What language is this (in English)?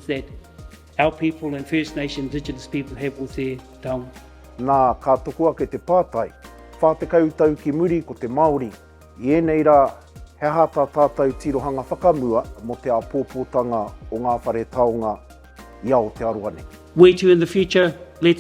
Māori